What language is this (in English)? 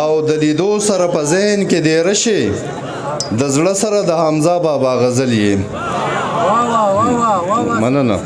Pashto